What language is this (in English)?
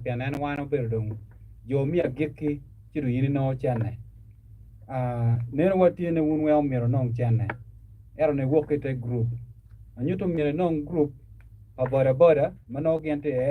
Acoli